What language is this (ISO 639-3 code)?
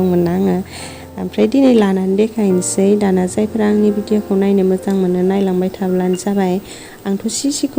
brx